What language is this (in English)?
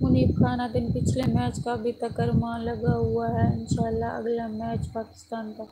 Saraiki